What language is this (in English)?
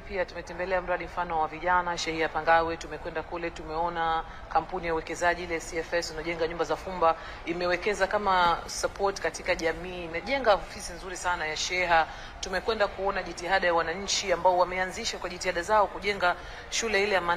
Swahili